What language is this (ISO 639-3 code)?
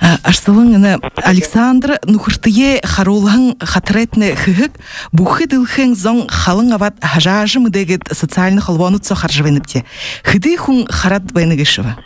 bua